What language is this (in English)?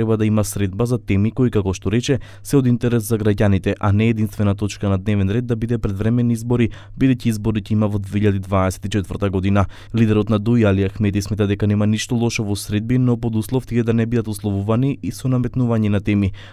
Macedonian